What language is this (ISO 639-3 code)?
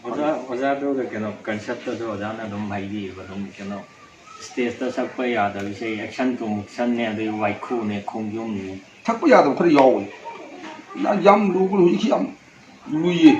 mni